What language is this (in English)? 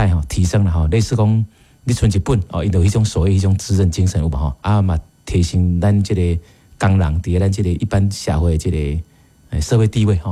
Min Nan Chinese